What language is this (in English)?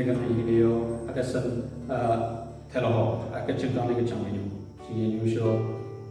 Southern Rengma Naga